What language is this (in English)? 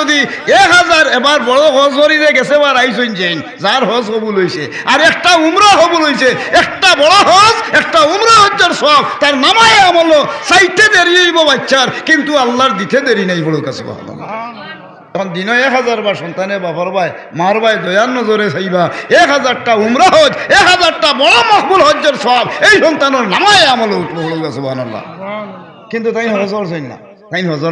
Sylheti